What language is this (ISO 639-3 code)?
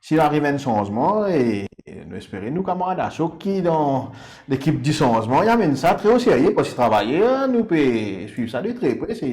mfe